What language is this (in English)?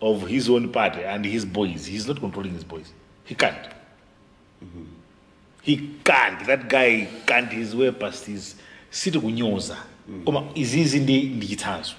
Nyanja